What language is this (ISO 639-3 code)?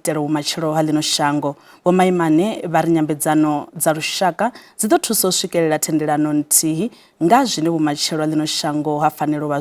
ven